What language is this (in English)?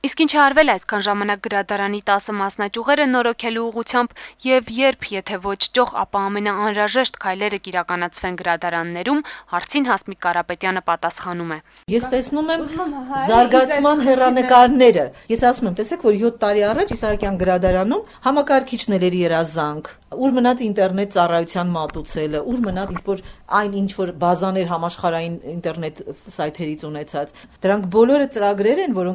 Armenian